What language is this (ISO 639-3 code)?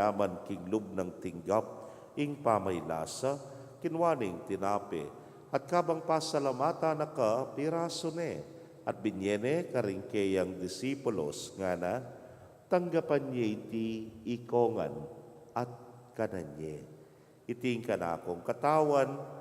pam